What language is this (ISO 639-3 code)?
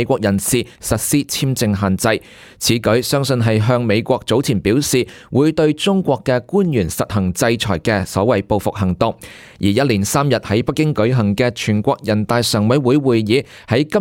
yue